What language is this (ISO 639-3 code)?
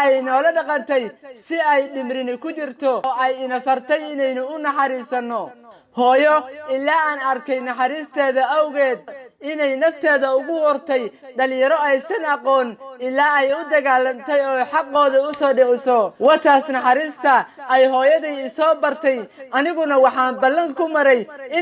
som